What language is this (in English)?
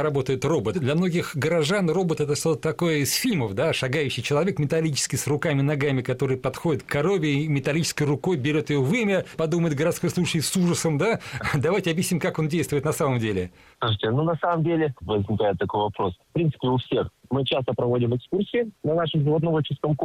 Russian